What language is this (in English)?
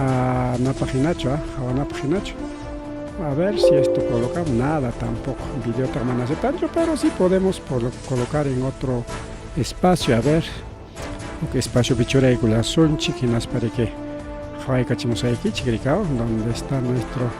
Ayacucho Quechua